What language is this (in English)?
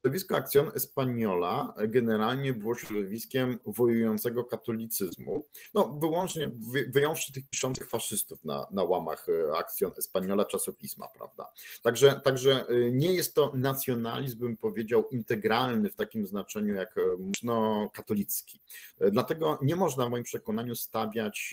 Polish